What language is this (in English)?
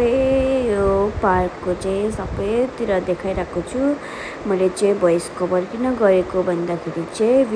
Nepali